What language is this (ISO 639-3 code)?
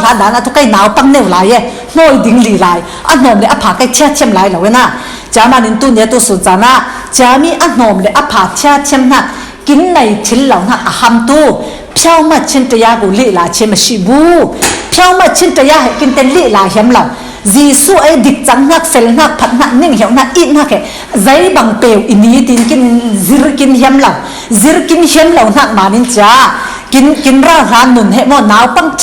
cfm